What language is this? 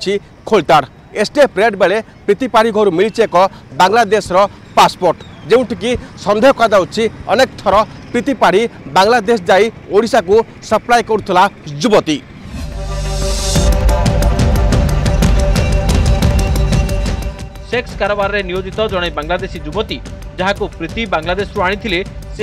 Odia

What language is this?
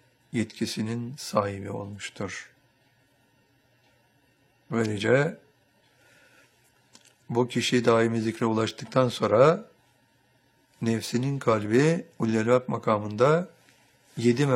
Turkish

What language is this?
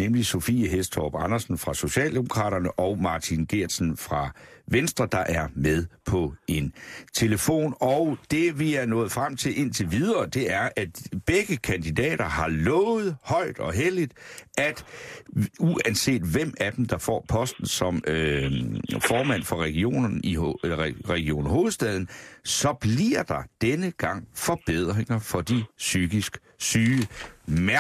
Danish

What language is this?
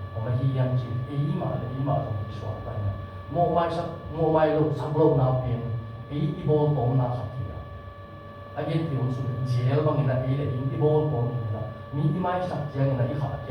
Tedim Chin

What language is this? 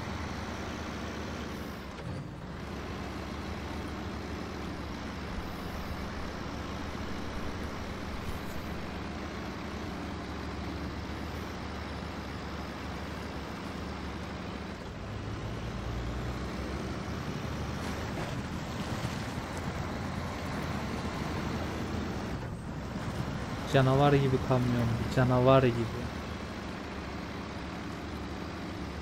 Turkish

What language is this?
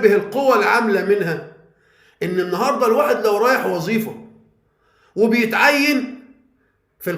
Egyptian Arabic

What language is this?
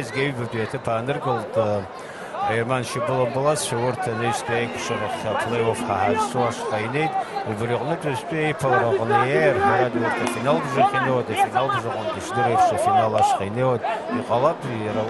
Abkhazian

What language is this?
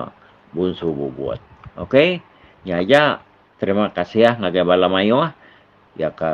Iban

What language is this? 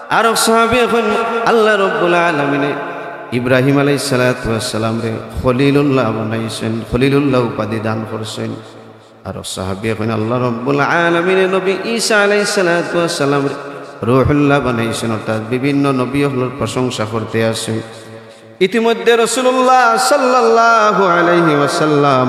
Sylheti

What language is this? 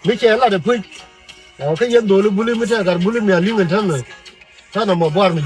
Nuer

